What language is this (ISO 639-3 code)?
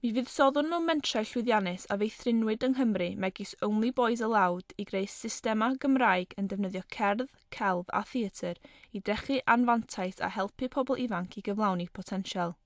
cym